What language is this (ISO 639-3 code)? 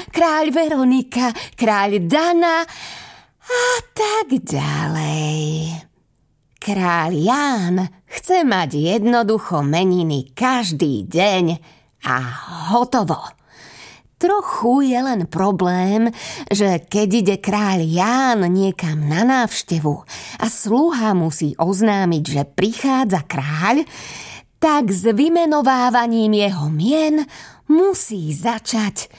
slk